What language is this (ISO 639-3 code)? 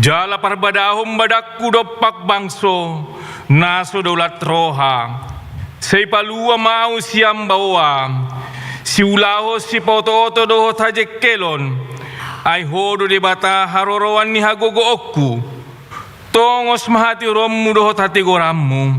bbc